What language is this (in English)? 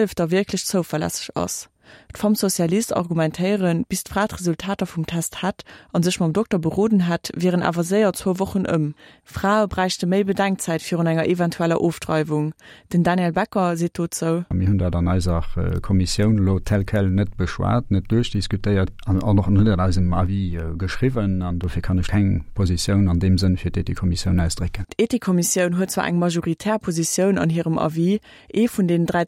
Luxembourgish